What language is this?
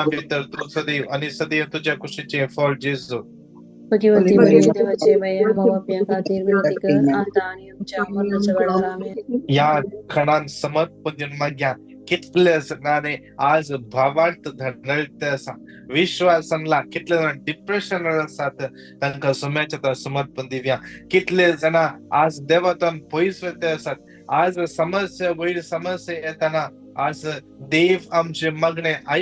Konkani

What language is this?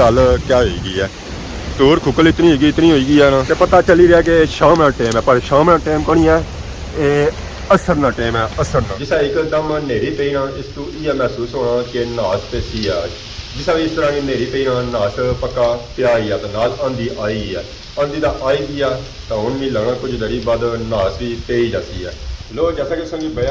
Pahari-Potwari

